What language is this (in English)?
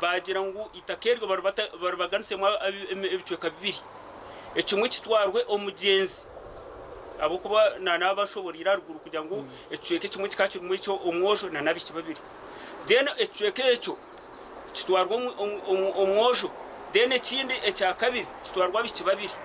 Nyankole